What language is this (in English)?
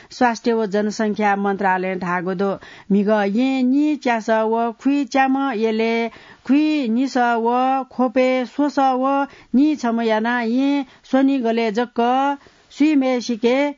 Newari